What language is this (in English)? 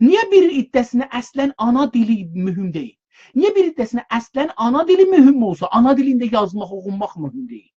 South Azerbaijani